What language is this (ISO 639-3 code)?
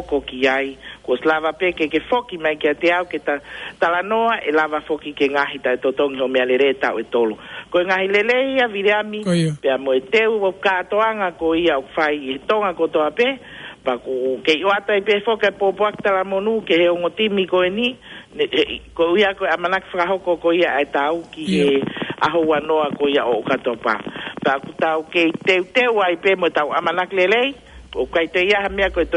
ton